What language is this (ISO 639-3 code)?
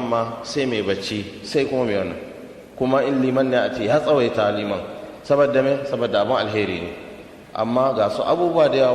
hau